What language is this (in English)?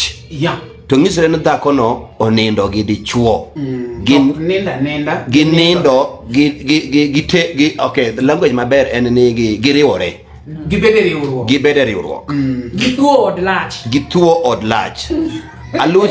Luo (Kenya and Tanzania)